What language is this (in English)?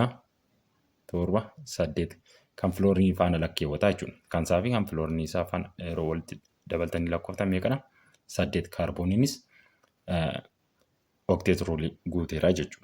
Oromo